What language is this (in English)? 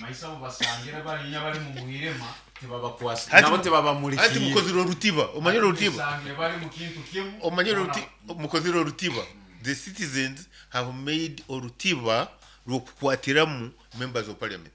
Nyoro